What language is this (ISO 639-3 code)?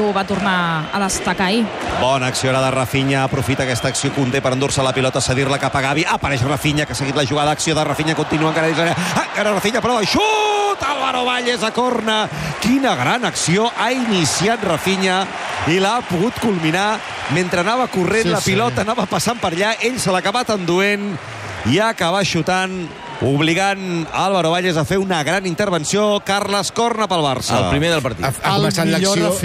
cat